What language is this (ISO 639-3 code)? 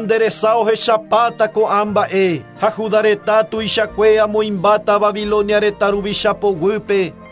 grn